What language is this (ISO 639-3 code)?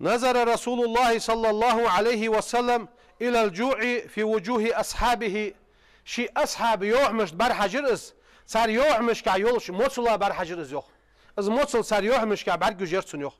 inh